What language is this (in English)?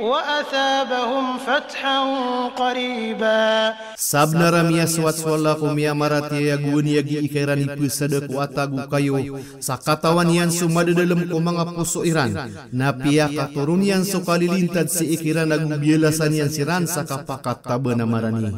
Maranao